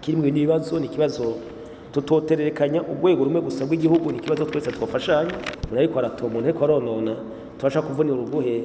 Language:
Rundi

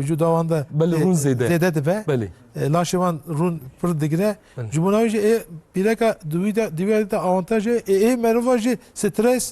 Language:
Kurdish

